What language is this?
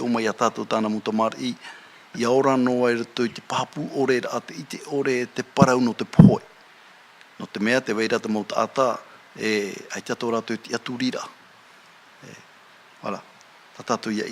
Tahitian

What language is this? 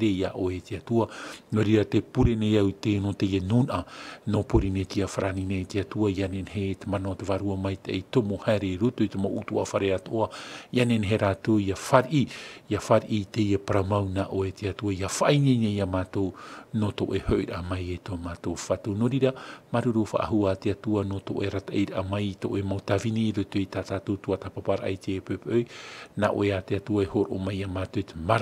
Tahitian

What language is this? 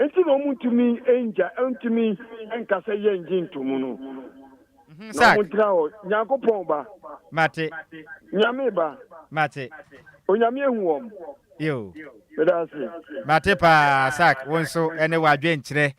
Akan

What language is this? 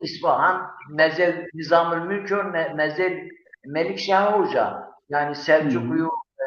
Zaza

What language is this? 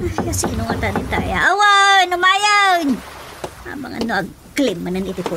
Iloko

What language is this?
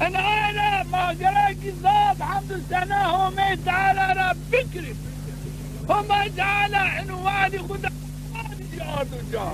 Zaza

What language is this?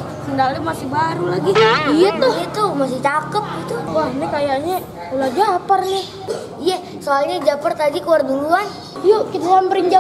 Betawi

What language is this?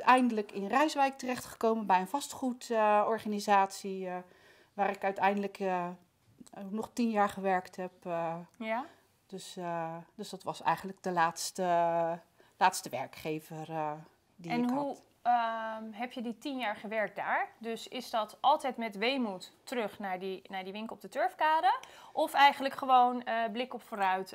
Dutch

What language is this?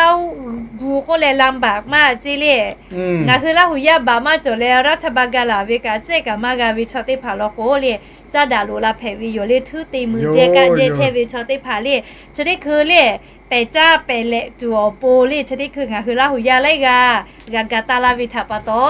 Lahu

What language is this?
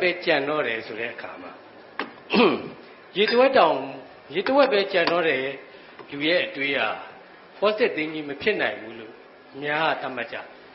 Burmese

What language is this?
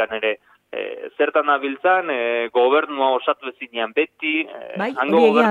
Basque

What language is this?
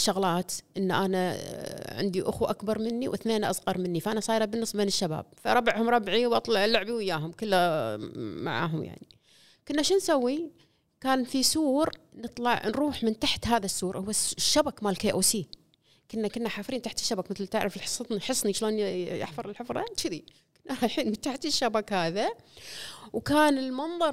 Gulf Arabic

